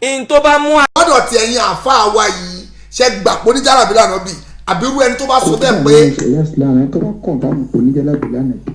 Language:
Yoruba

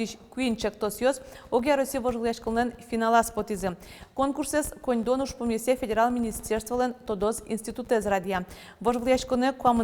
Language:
Udmurt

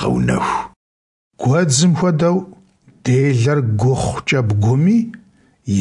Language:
Kabardian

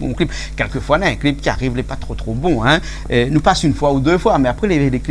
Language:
Réunion Creole French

